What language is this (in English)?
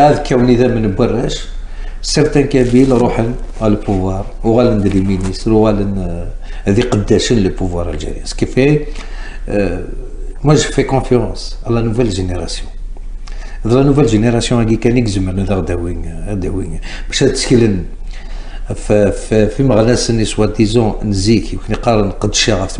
Kabyle